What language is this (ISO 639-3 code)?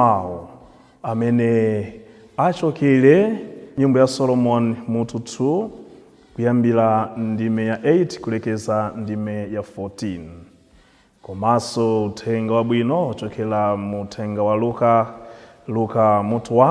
nya